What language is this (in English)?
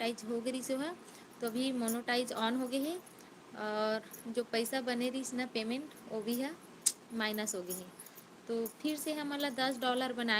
Chhattisgarhi